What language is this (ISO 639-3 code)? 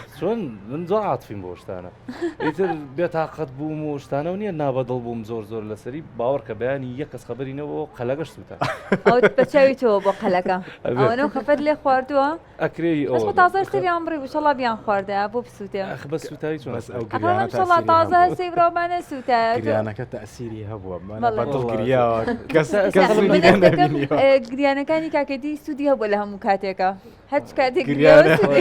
ckb